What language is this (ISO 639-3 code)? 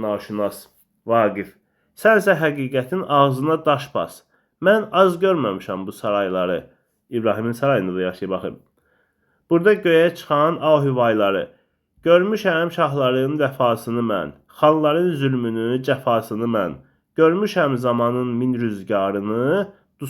aze